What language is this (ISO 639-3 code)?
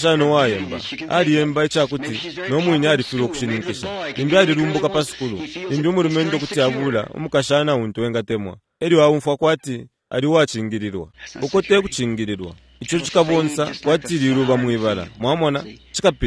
bem